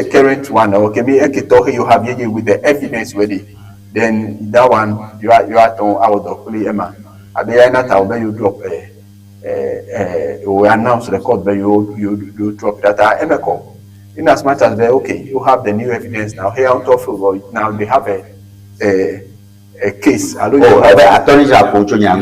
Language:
Ewe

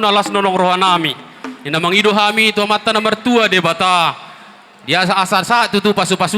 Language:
Batak Toba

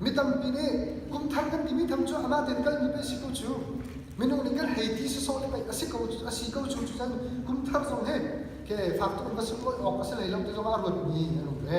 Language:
Hakha Chin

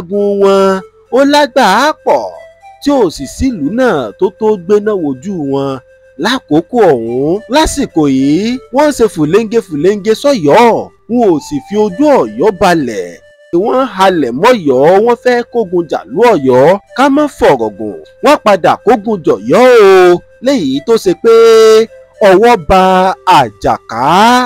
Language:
Yoruba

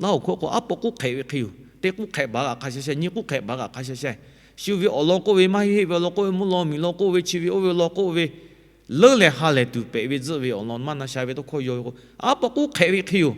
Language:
Lahu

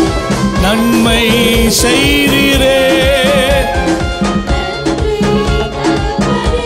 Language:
Tamil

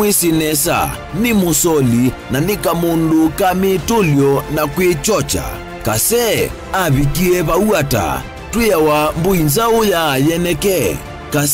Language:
Kamba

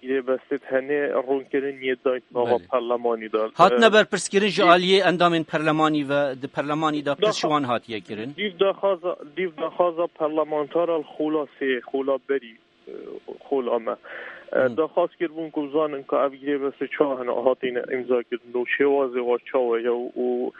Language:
Kurdish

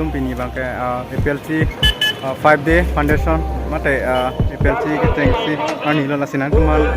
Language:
Karbi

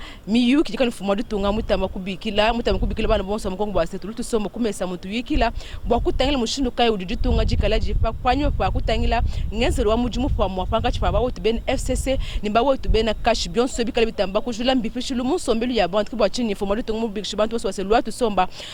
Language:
Luba-Lulua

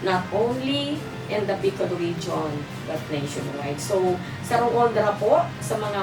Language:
Bikol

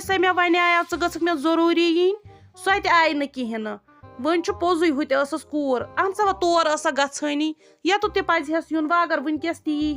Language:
Kashmiri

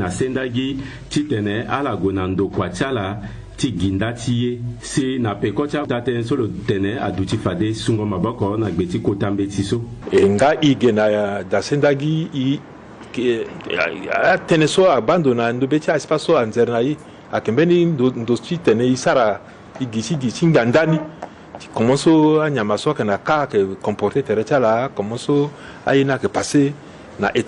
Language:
Sango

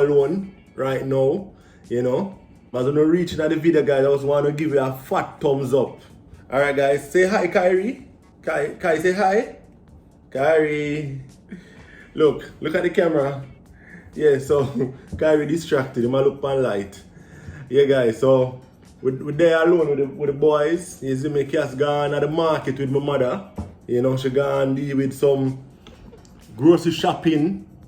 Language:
Jamaican Creole English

